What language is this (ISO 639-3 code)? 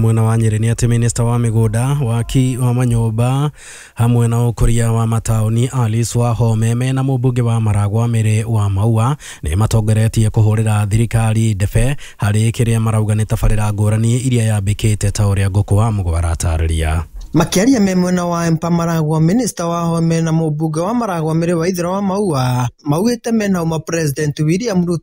kik